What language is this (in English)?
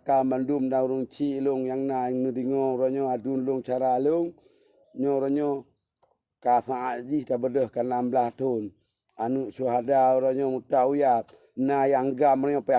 Achinese